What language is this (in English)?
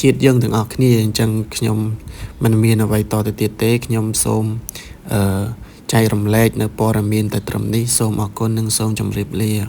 Khmer